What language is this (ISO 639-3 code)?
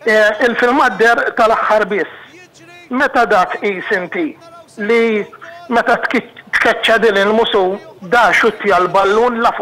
mlt